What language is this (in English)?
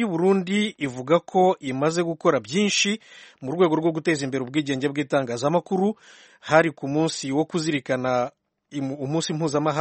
Kinyarwanda